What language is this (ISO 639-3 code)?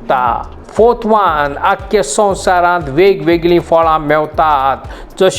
kok